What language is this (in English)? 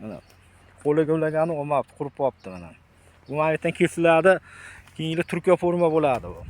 Uzbek